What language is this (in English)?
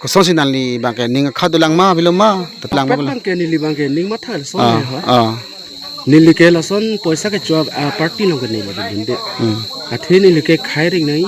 Karbi